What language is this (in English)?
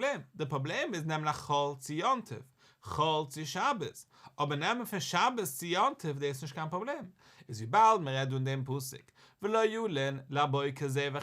Yiddish